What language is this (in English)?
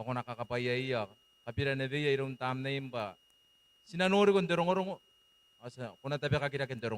Gilbertese